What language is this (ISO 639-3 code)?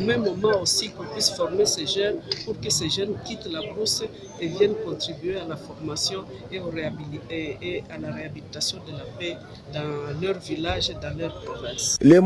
fra